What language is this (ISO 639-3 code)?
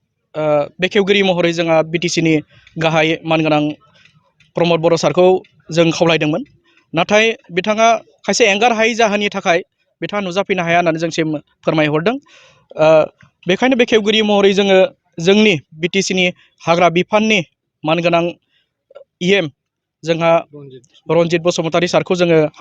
brx